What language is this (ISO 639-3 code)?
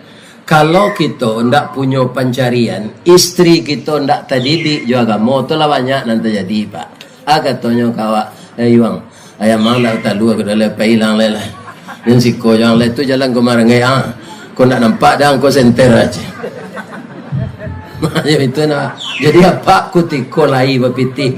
min